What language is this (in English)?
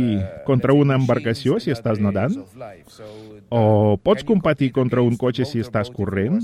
Catalan